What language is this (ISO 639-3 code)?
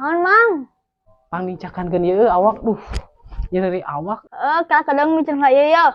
sun